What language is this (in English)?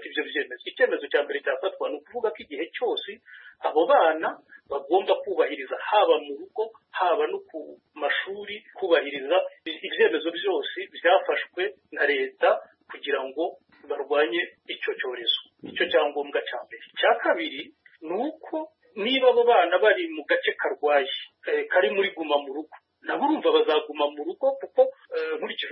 Kinyarwanda